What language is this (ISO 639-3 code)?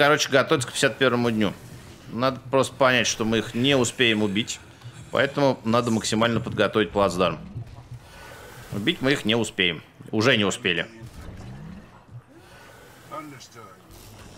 rus